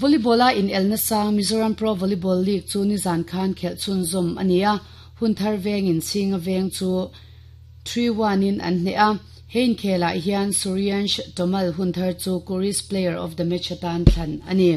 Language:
Mizo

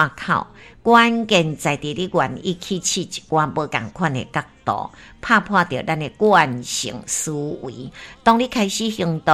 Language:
Min Nan Chinese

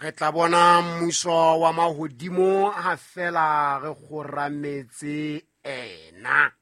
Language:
Southern Sotho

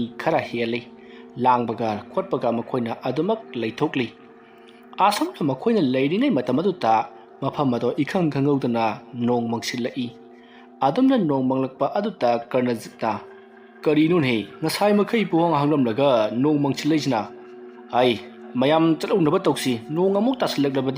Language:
Manipuri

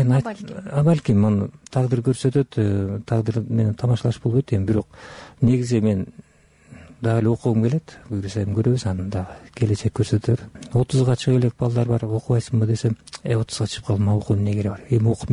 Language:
Kyrgyz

